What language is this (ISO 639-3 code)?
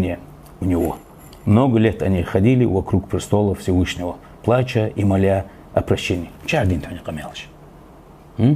inh